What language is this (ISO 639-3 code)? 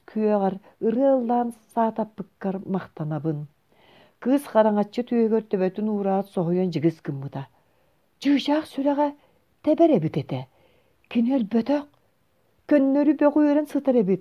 sah